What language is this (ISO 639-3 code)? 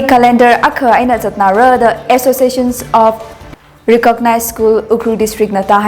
nmf